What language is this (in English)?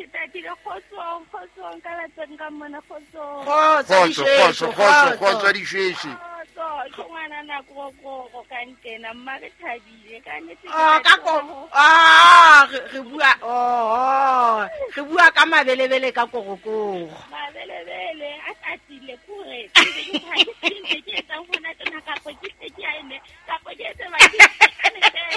Southern Sotho